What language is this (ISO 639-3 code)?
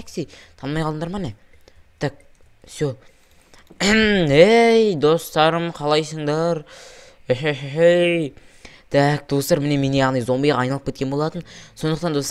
kaz